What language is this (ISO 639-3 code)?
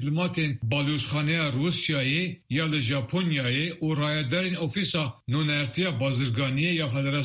kur